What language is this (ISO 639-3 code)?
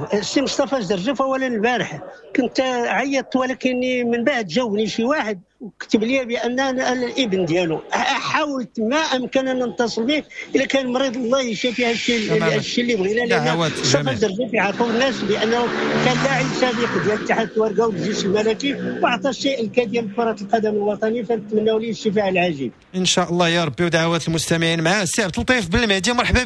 ary